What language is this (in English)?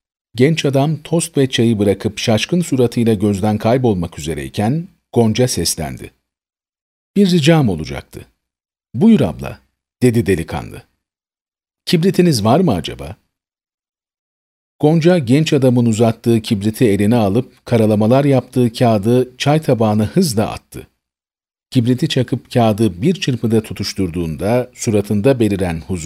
Turkish